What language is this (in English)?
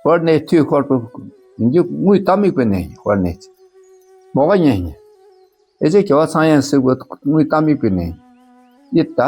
Dakpakha